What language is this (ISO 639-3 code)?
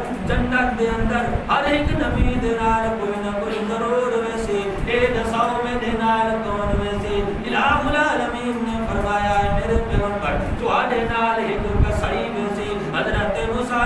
skr